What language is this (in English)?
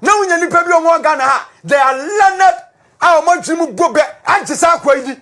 Akan